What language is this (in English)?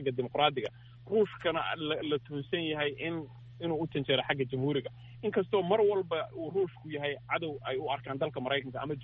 Somali